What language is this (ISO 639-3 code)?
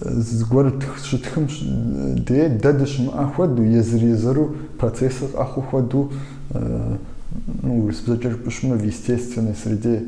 kbd